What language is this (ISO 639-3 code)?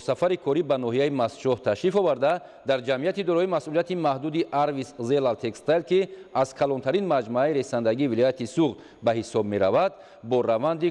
tgk